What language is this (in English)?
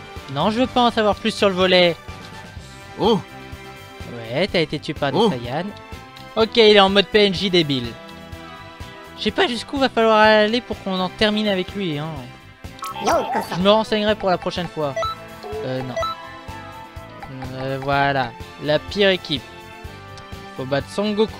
French